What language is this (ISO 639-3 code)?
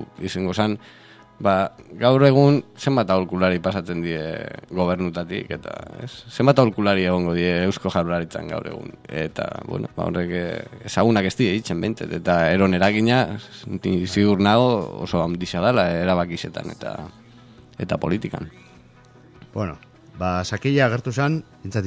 eus